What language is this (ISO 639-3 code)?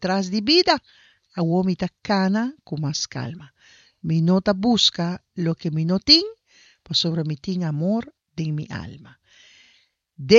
pap